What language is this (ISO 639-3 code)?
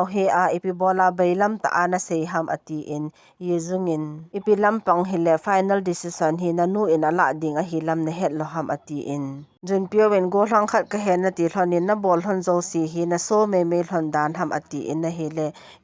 tcz